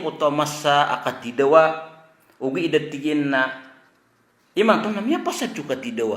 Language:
Maranao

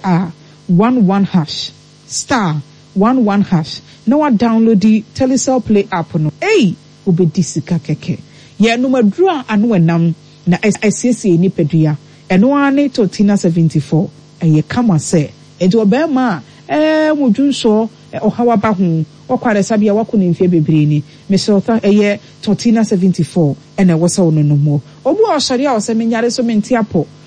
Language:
Akan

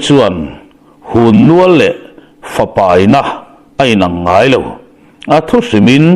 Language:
Mizo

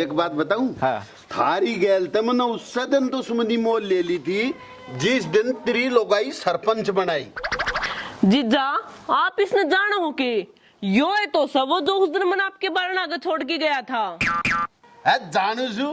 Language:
Haryanvi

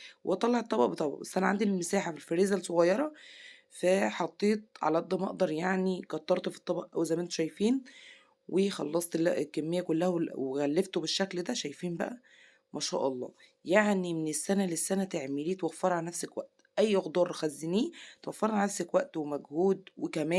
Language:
Egyptian Arabic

